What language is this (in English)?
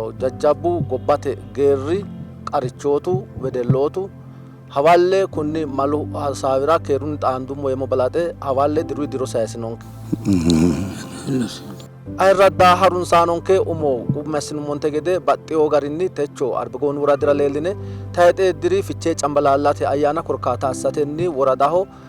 Sidamo